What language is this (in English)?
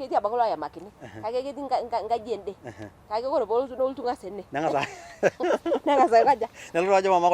Masai